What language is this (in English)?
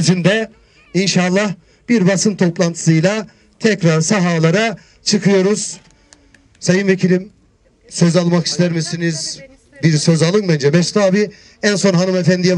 Turkish